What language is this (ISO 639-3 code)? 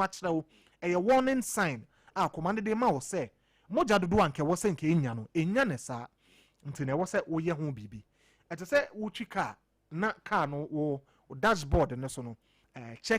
aka